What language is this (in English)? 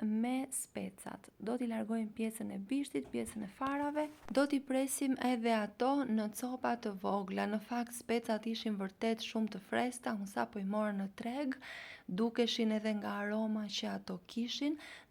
Albanian